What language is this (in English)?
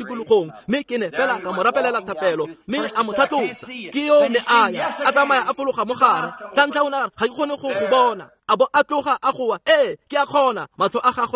Tswana